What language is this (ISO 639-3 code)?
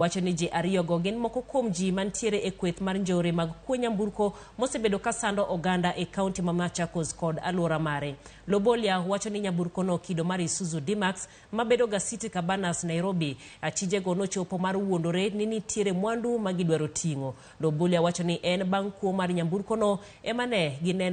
luo